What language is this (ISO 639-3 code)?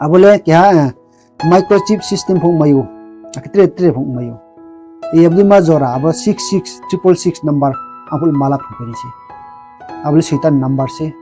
ria